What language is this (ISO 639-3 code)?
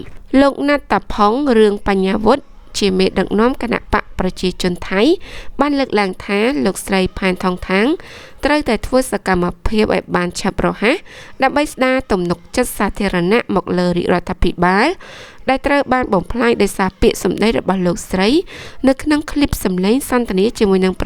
khm